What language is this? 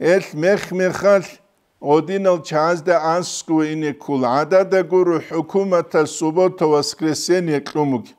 Avaric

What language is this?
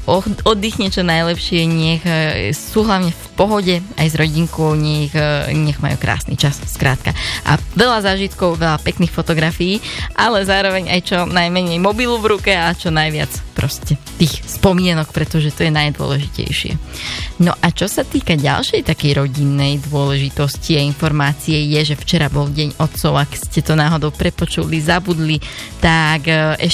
Slovak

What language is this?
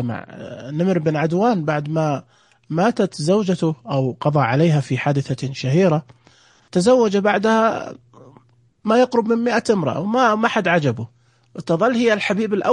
Najdi Arabic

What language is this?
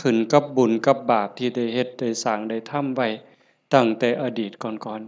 Lao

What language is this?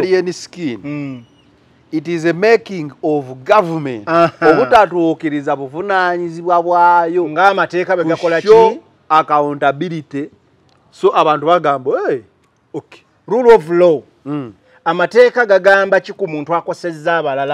Ganda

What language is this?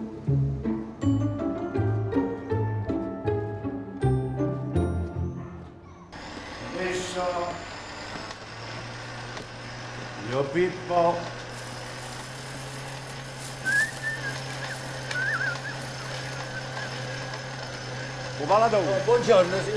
Italian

